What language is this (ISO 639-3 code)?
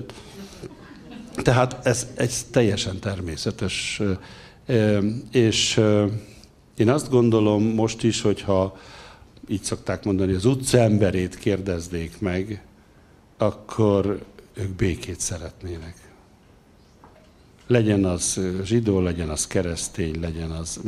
hun